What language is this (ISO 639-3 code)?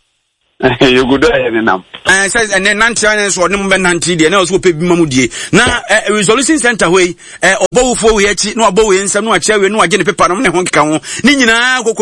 aka